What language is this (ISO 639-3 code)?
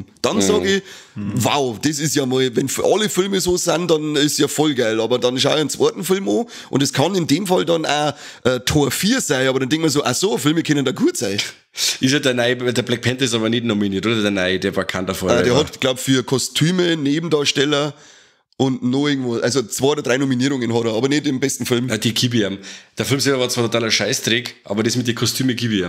bar